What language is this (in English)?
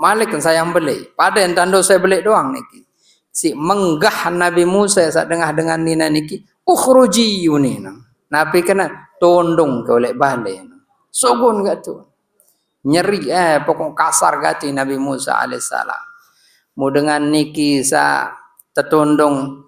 Sasak